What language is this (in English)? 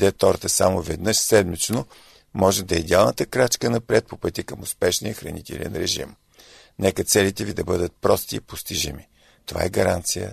Bulgarian